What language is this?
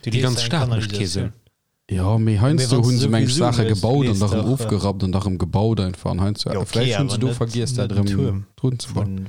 Luxembourgish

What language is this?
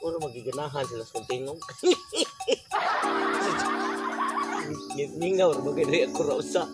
Cebuano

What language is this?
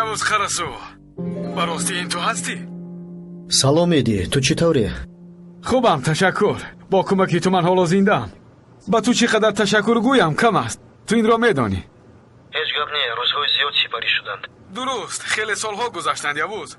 Tajik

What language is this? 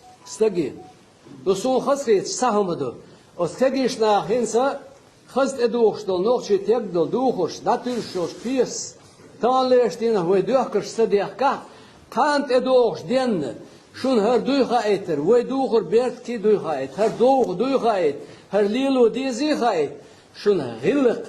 Chechen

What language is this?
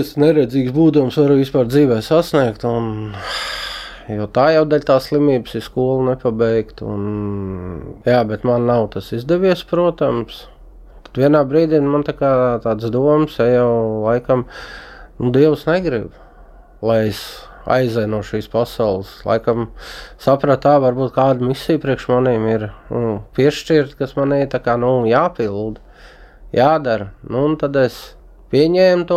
Latvian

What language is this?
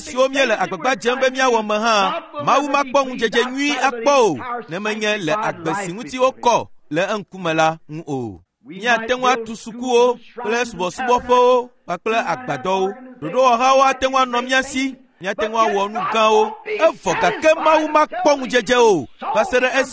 Ewe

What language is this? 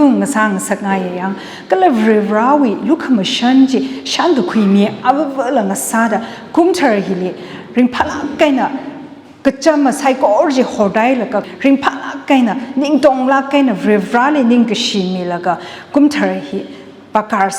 Tangkhul Naga (India)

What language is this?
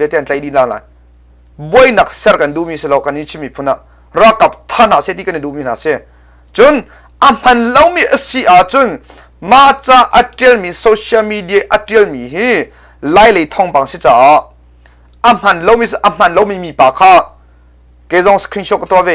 Hakha Chin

